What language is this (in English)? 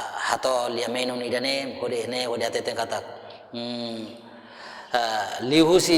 Tetum